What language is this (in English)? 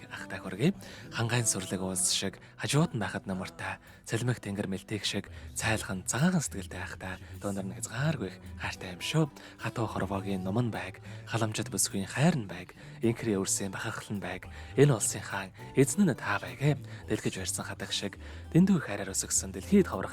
Mongolian